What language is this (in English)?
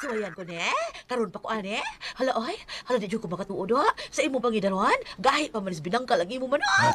Cebuano